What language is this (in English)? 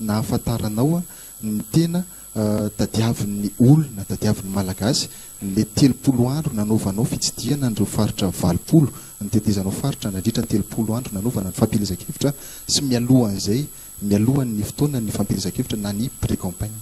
Malagasy